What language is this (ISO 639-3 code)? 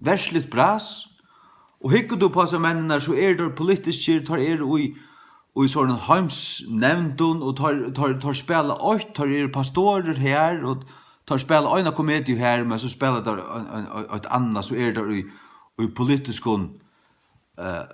fao